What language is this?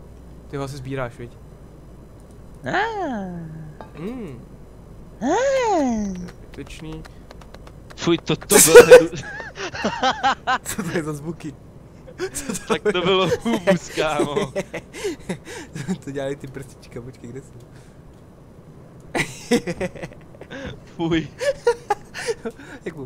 Czech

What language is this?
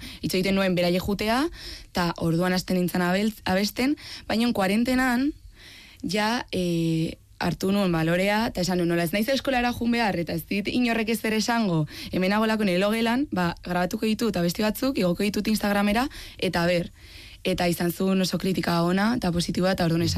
Basque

